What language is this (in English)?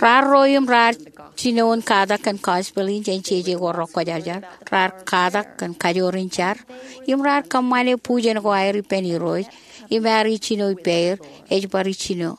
Marshallese